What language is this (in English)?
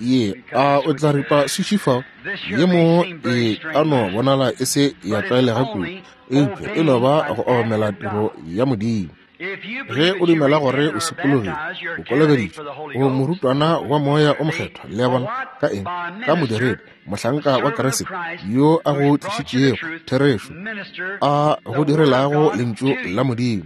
Northern Sotho